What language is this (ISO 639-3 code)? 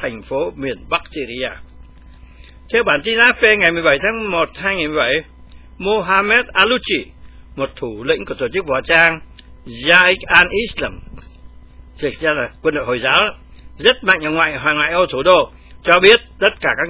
vie